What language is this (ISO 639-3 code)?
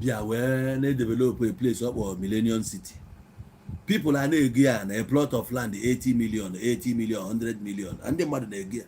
ibo